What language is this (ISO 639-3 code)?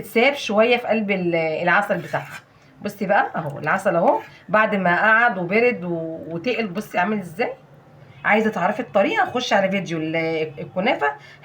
arz